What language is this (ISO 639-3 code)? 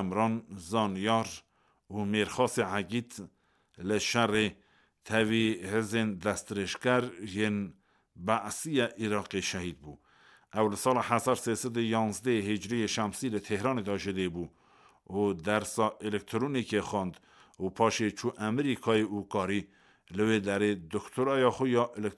kur